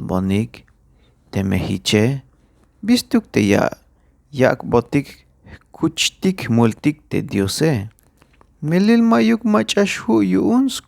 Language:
Tzeltal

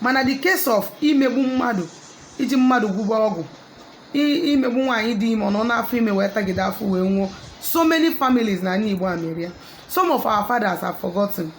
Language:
Igbo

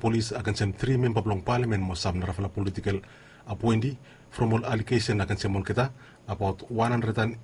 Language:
Bislama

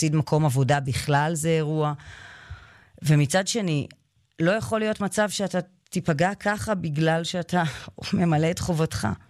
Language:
Hebrew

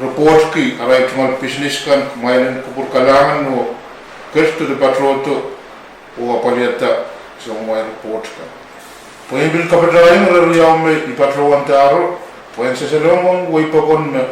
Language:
Pohnpeian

